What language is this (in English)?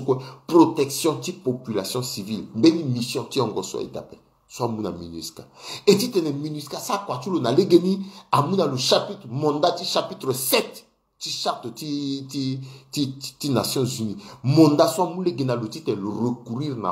Sango